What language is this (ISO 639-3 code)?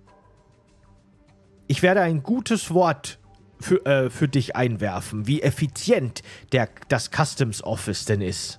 deu